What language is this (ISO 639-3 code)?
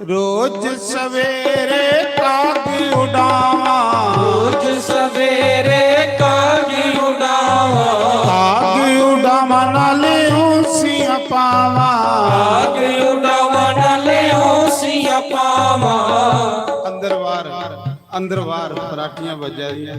doi